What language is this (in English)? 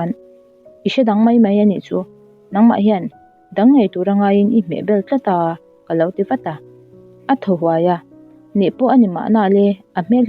Mizo